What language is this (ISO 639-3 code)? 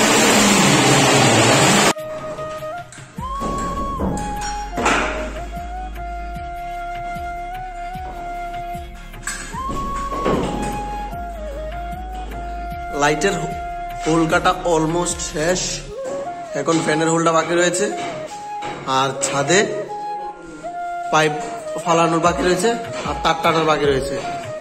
ben